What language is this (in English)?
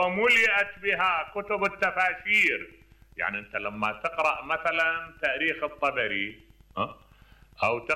Mesopotamian Arabic